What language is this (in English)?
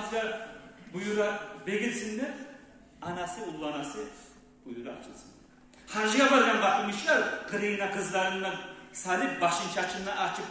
Kumyk